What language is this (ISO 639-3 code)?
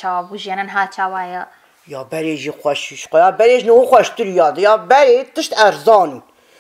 kur